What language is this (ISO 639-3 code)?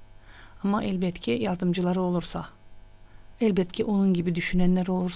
gag